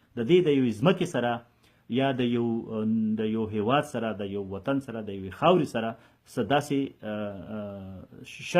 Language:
Pashto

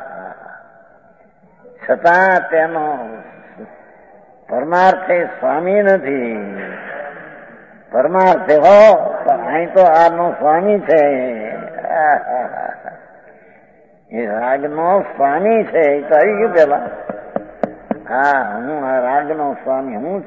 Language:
Gujarati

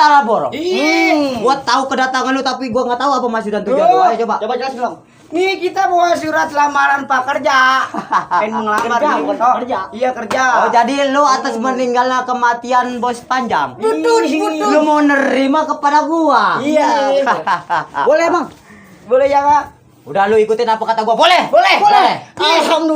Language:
Betawi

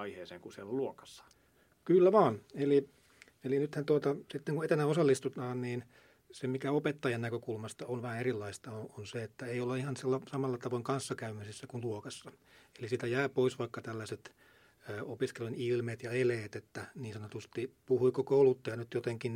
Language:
Finnish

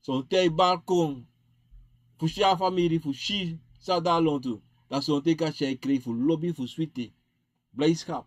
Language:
Sranan Tongo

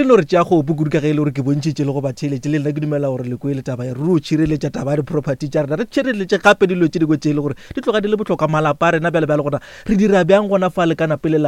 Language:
Northern Sotho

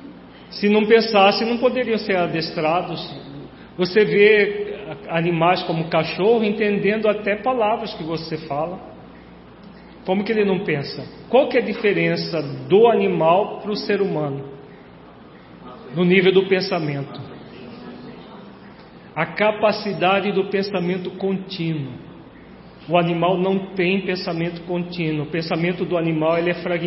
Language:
Portuguese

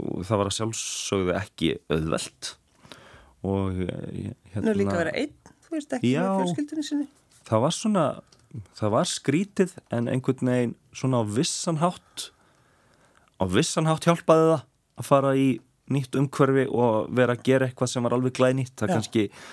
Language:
Icelandic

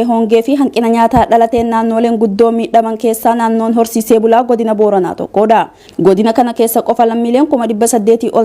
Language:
Oromo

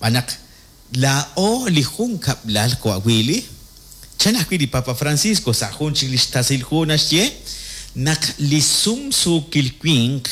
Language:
Kekchí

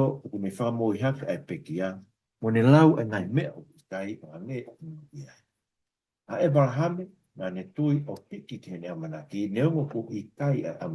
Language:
Tongan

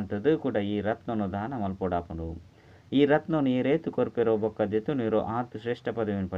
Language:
Tulu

